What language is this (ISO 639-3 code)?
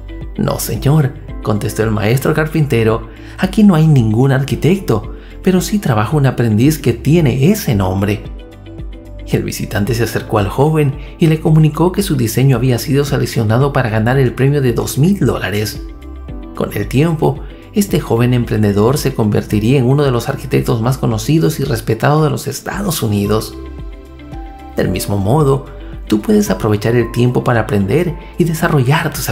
spa